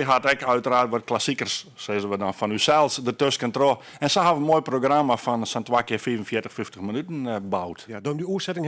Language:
Western Frisian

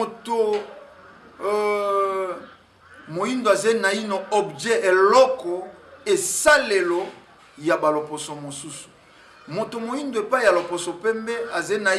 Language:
Lingala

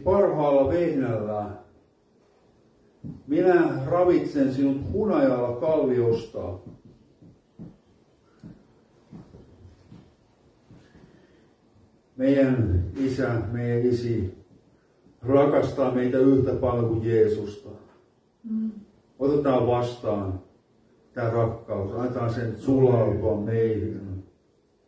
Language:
Finnish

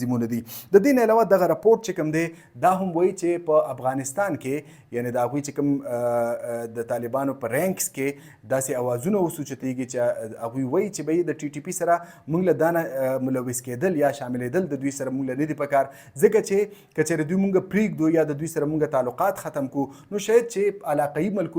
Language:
Pashto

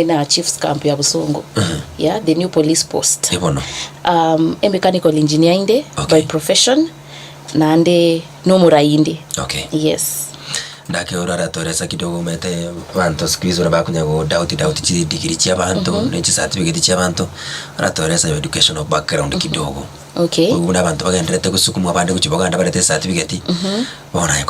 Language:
Gusii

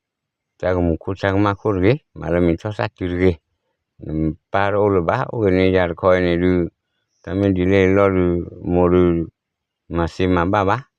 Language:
S'gaw Karen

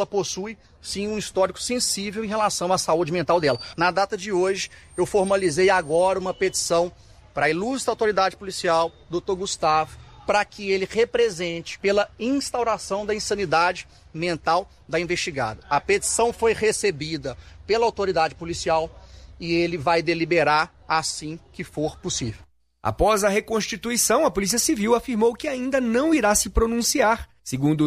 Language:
Portuguese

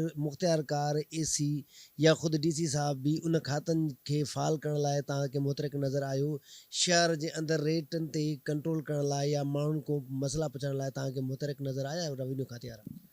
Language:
Sindhi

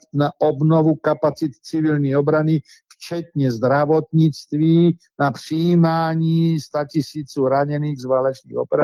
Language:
Czech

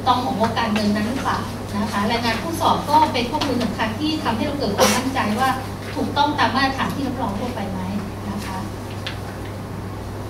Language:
Thai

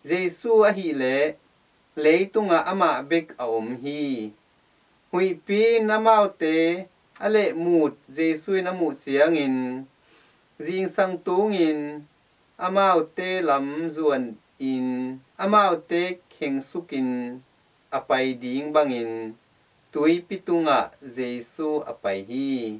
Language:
Tedim Chin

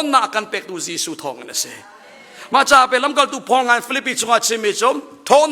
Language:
Hakha Chin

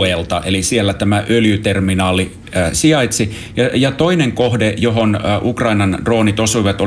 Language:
Finnish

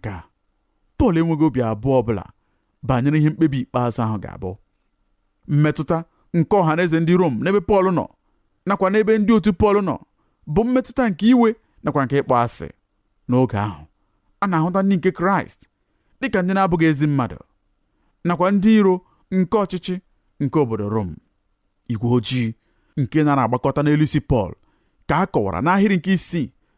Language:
Igbo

